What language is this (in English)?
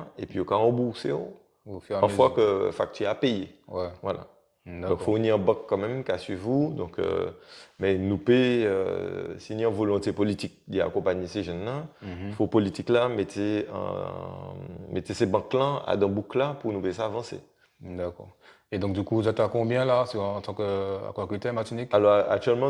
Guadeloupean Creole French